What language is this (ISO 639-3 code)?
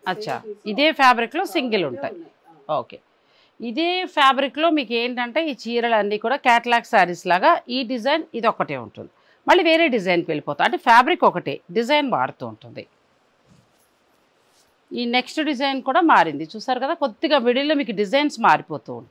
tel